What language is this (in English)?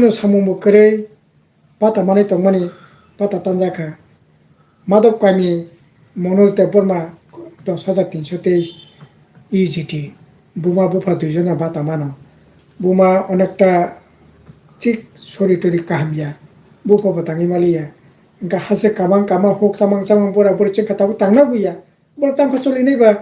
Kok Borok